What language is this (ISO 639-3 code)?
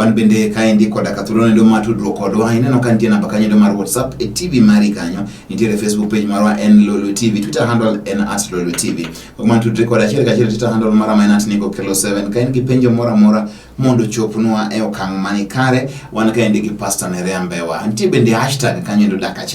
luo